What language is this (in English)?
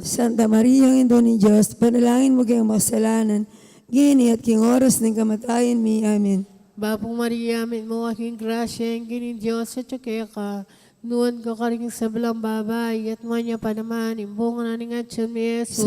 Pampanga